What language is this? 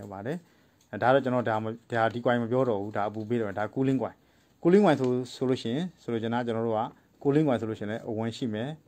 Burmese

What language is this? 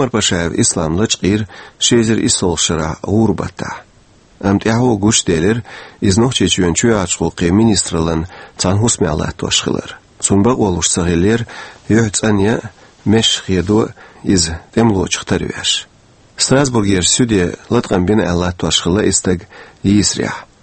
Chechen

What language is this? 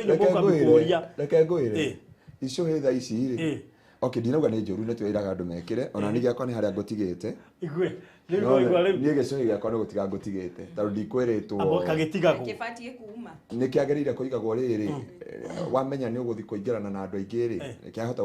Kikuyu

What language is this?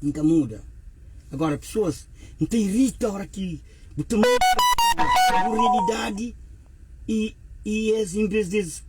Kabuverdianu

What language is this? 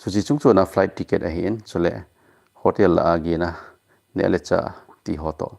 Thado Chin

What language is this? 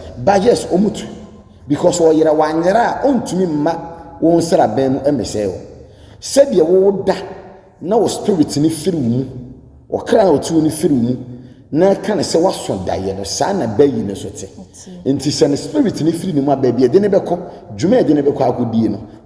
Akan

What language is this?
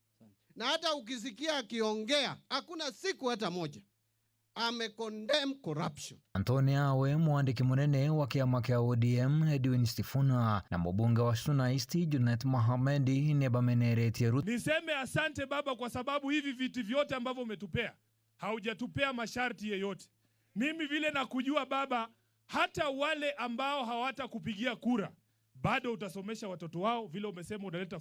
Meru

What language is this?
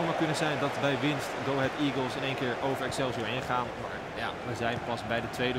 Dutch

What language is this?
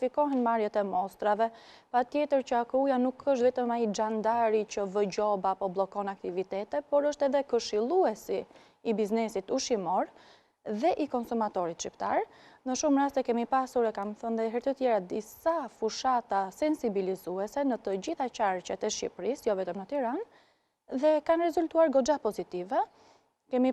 Albanian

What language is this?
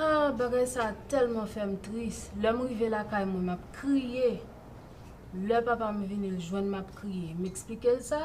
Haitian Creole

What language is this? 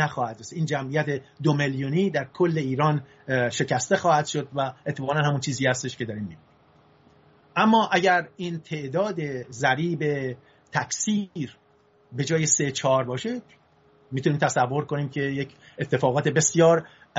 Persian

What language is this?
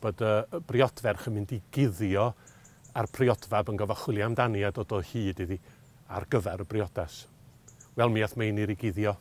Welsh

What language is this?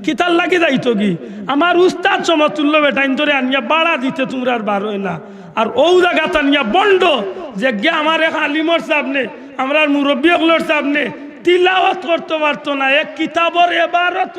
Sylheti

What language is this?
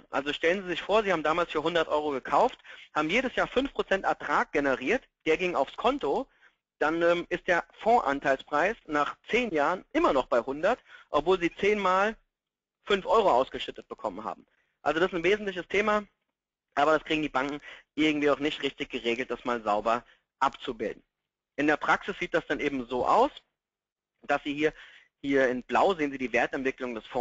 German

